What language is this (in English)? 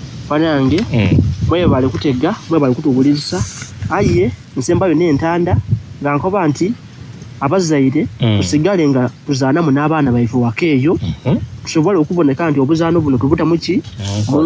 Soga